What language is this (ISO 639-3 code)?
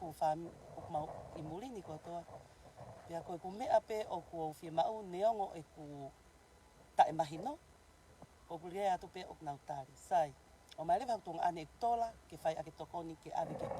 ton